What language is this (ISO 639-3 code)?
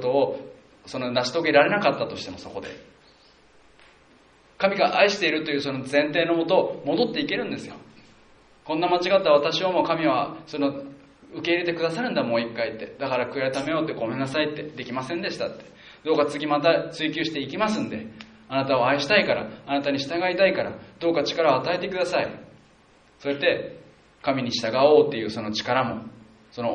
jpn